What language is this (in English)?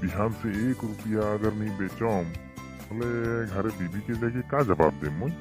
Sadri